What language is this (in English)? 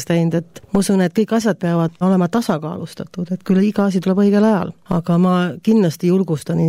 Estonian